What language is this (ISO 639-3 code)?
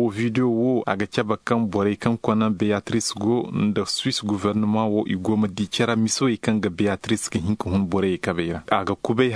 ses